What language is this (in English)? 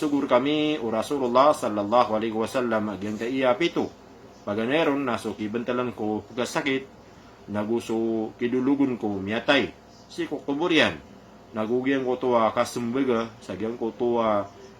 Maranao